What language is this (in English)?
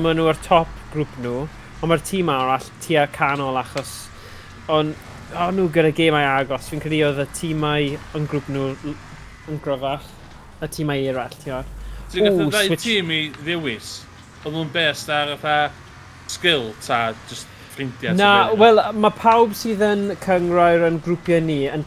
Welsh